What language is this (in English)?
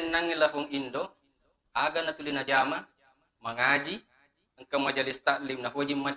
Buginese